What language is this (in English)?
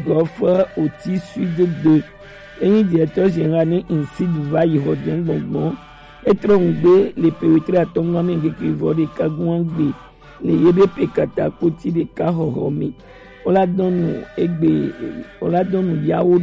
Gen